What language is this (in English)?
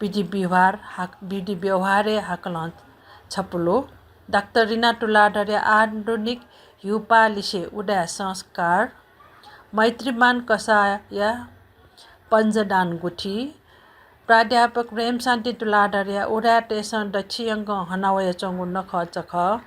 Newari